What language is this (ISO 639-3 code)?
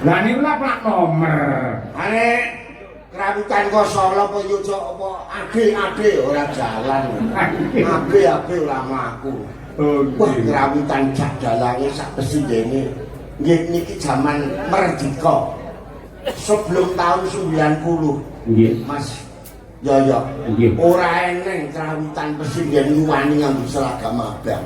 jav